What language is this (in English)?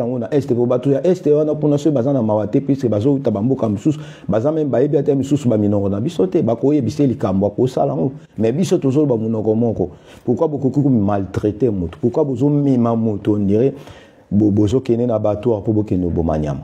Lingala